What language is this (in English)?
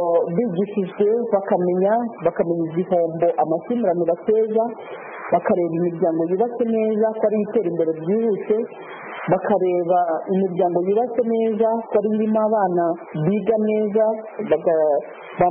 Kinyarwanda